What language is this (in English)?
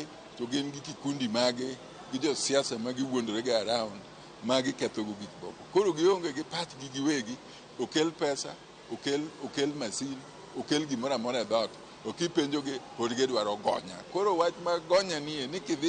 Luo (Kenya and Tanzania)